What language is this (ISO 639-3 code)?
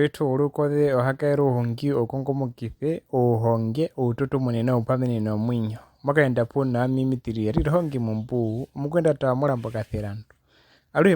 her